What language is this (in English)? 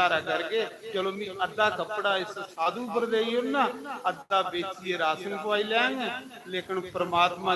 Dogri